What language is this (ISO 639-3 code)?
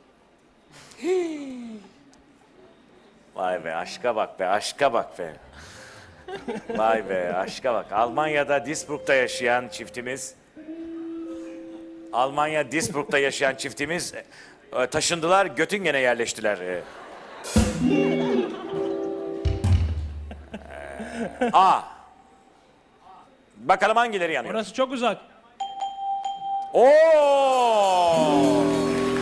tur